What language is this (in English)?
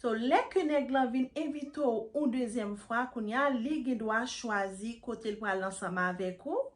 Haitian Creole